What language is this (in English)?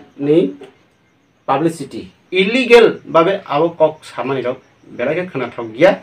Riang (India)